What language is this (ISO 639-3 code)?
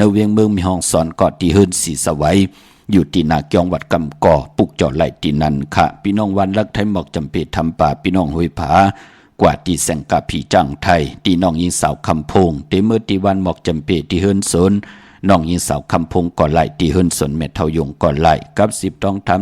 shn